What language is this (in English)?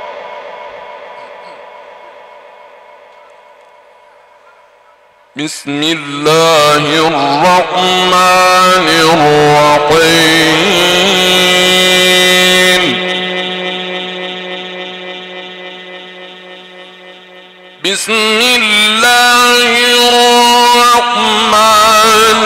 Arabic